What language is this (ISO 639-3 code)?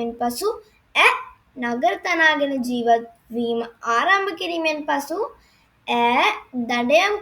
sin